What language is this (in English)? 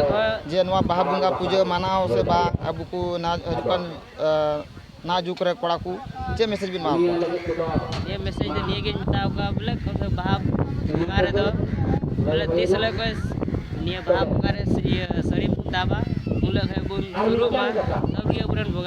Santali